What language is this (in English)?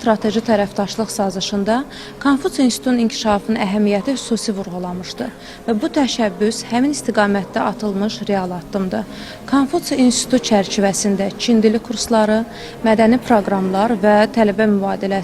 Azerbaijani